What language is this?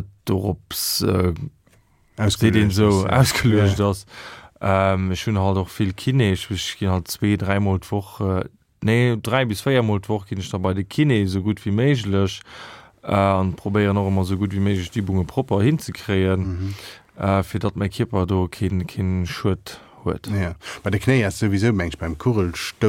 Luxembourgish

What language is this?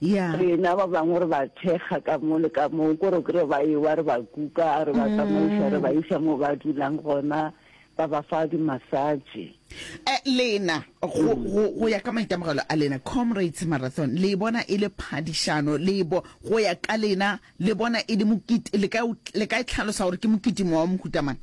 Northern Sotho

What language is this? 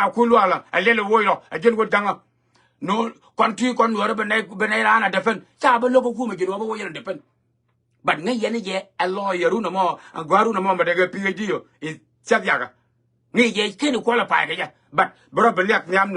Nuer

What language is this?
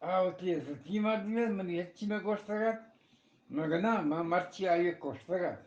Eastern Balochi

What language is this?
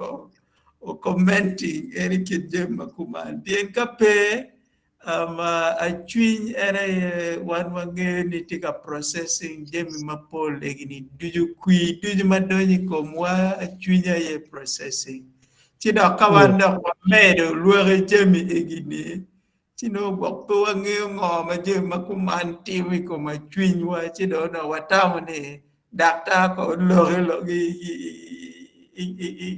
Acoli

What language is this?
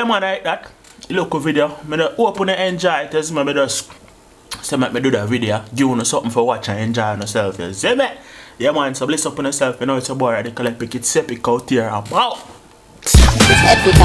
Jamaican Creole English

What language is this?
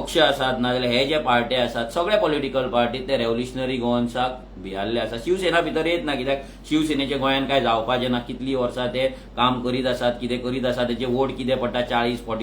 Konkani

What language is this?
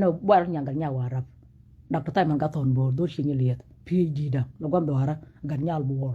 Nuer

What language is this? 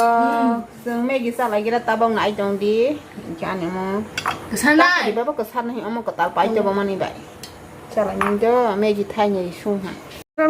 Kok Borok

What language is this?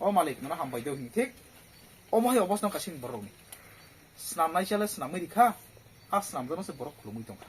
Kok Borok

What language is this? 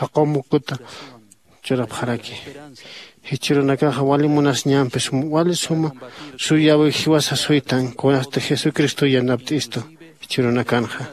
Aymara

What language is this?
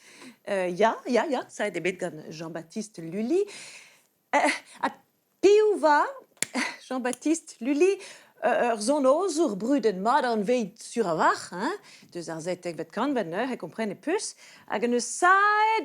Breton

